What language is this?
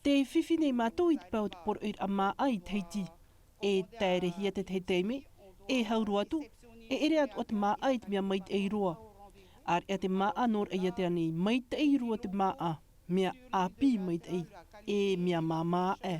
Tahitian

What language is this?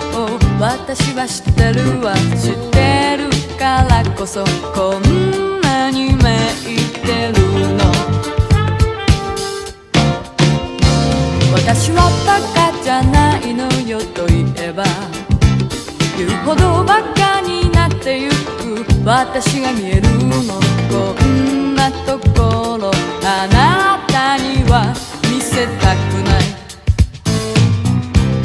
Japanese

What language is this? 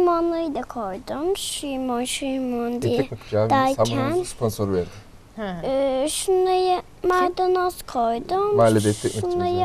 Turkish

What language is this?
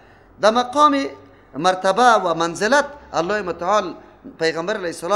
Persian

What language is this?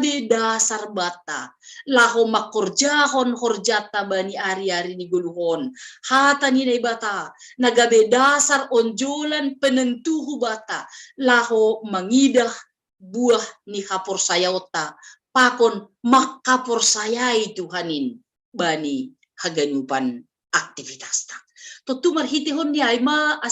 Batak Simalungun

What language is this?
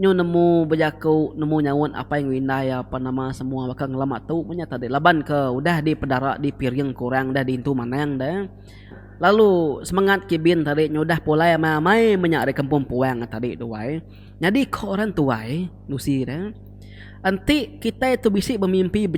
Iban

